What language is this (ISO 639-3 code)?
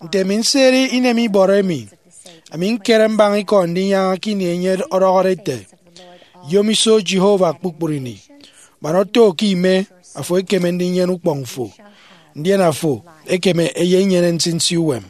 efi